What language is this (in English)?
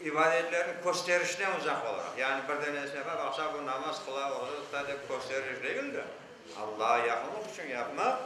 Crimean Tatar